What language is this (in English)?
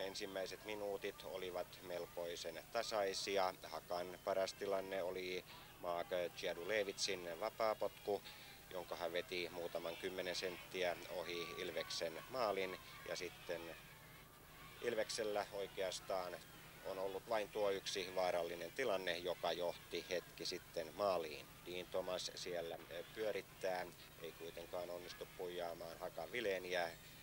Finnish